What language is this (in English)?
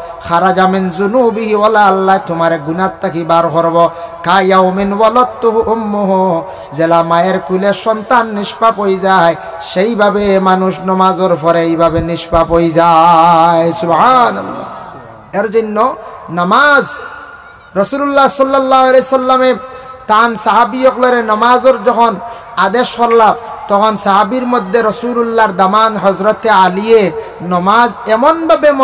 Sylheti